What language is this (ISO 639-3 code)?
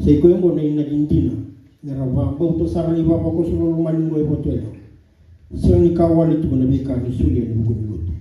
fij